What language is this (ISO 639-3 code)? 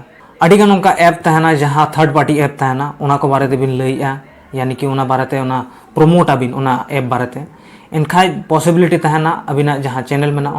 sat